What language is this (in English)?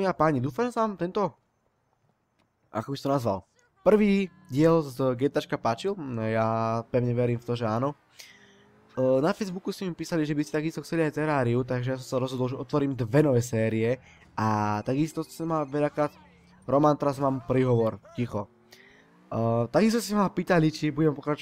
Slovak